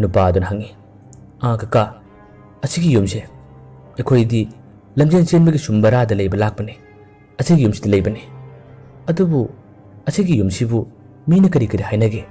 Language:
Manipuri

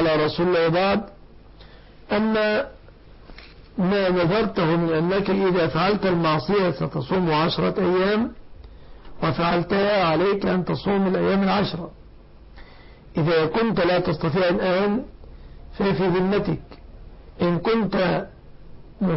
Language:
Arabic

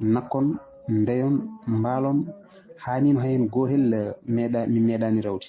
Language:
Fula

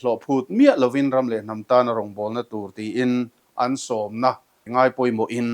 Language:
Mizo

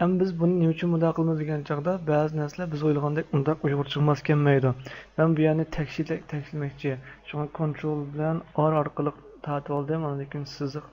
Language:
Uyghur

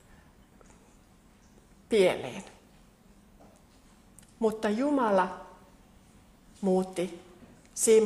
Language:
Finnish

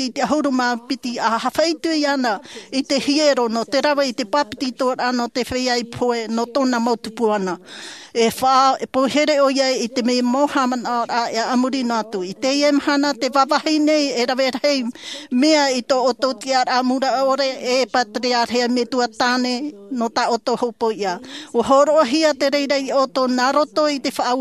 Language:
Tahitian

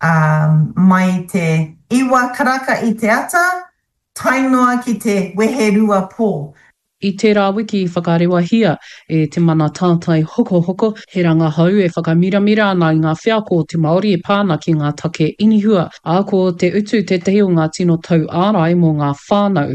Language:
Māori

